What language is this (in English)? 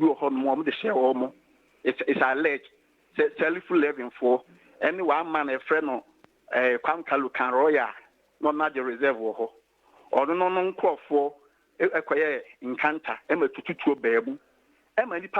Akan